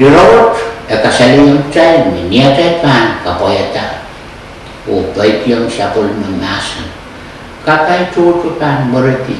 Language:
Pohnpeian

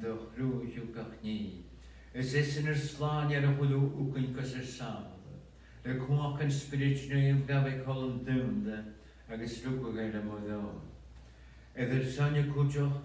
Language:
Scottish Gaelic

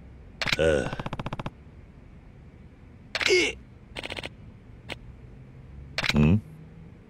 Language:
Japanese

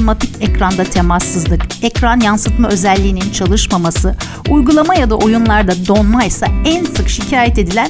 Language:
Turkish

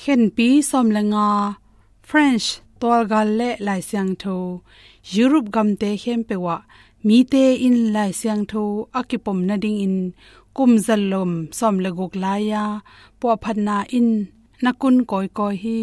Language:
Tedim Chin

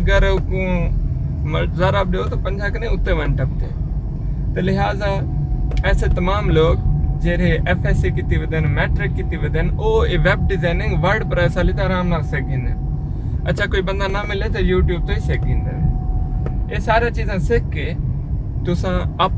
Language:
Saraiki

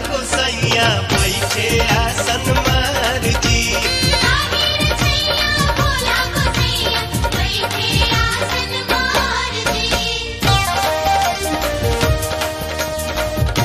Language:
Bhojpuri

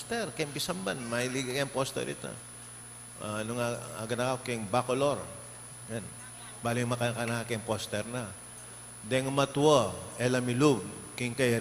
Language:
Pampanga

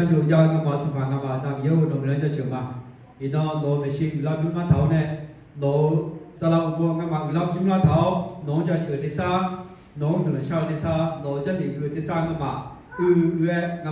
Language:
Akha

